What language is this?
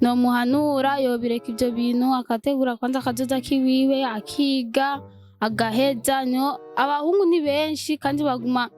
Rundi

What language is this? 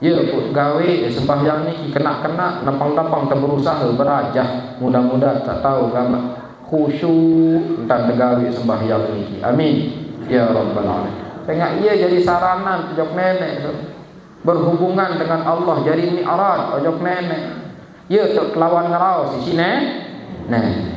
Sasak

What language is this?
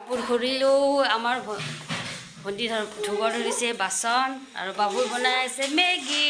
Assamese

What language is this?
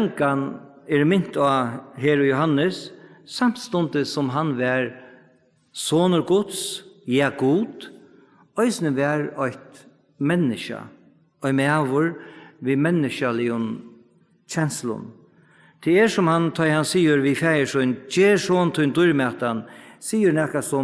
Faroese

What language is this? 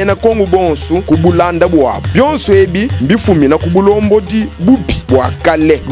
Luba-Lulua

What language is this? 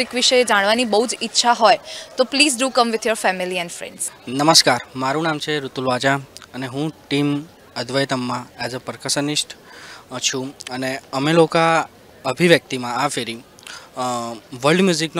Gujarati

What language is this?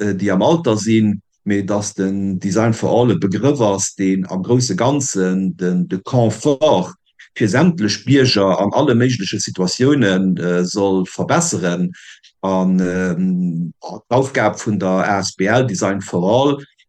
Luxembourgish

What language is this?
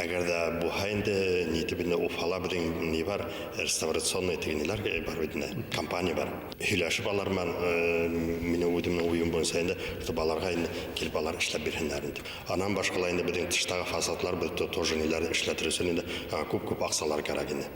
Bashkir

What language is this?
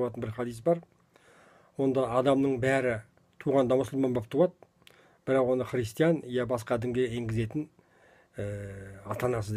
Kazakh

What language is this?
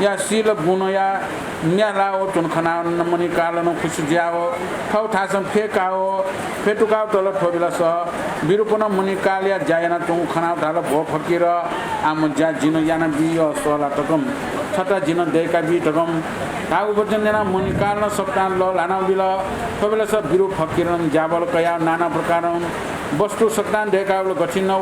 Newari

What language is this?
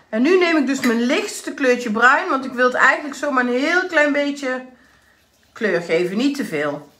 Dutch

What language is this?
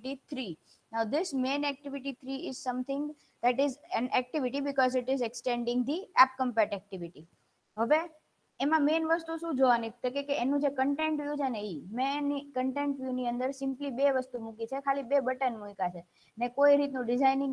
Gujarati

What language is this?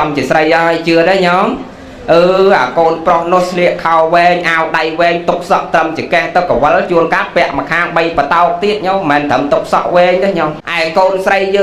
Khmer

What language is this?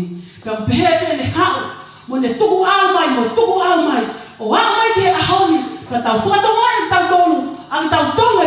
Tongan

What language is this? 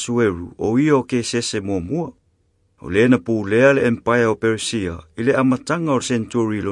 Samoan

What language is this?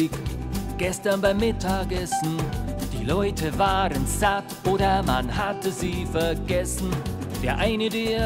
Bavarian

